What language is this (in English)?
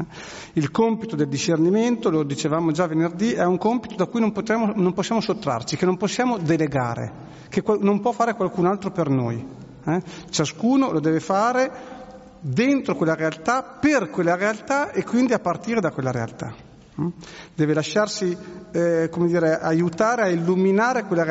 Italian